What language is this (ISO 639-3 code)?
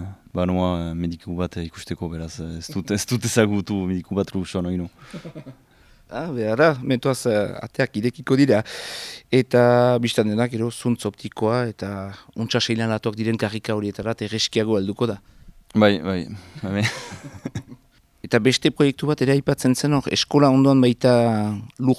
eus